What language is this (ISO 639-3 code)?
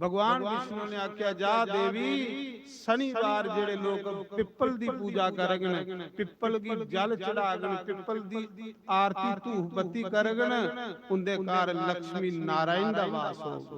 doi